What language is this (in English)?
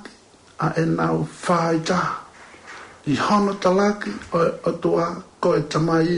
Tongan